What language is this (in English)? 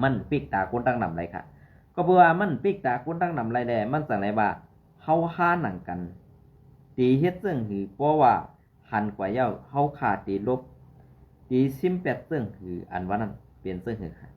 Shan